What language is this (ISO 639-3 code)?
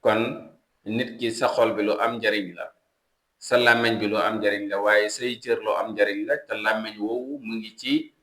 wol